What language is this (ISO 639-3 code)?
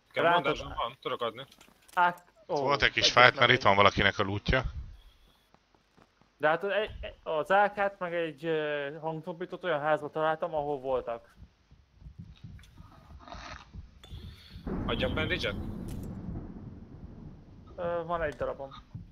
hun